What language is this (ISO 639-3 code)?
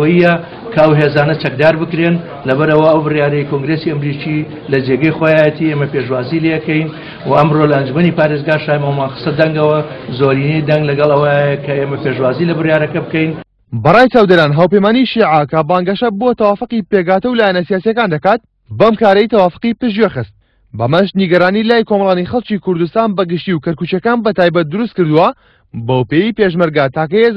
ckb